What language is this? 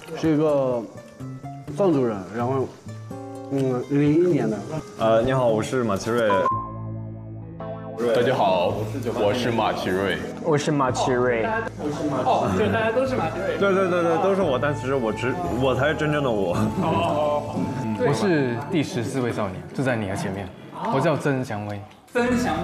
Chinese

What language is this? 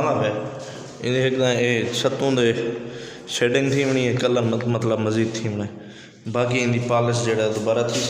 Saraiki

